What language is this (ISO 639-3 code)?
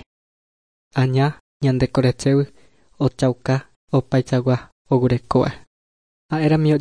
grn